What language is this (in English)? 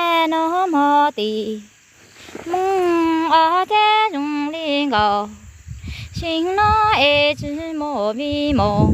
Hmong